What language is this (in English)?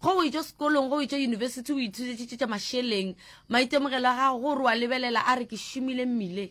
Northern Sotho